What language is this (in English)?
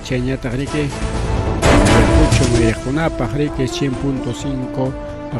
Ayacucho Quechua